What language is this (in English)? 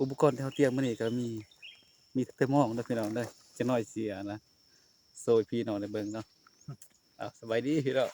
Northeastern Thai